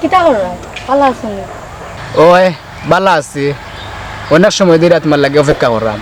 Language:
Sylheti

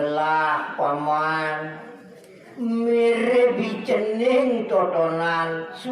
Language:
Balinese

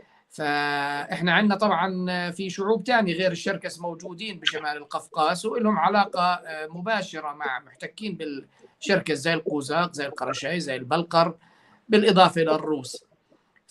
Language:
North Levantine Arabic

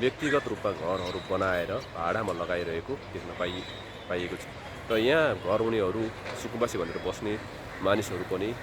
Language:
Nepali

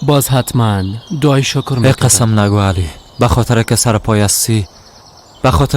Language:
Persian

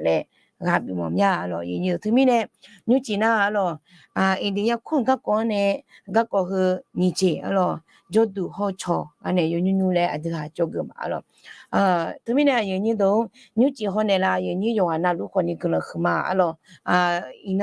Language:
Akha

